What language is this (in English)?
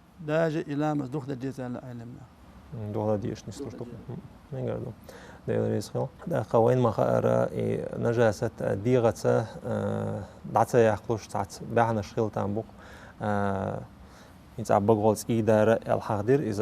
Chechen